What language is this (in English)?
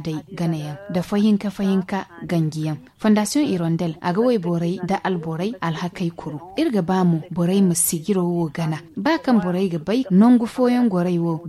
Zarma